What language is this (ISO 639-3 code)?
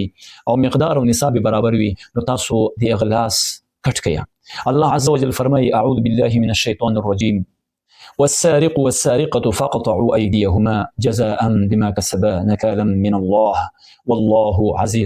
pus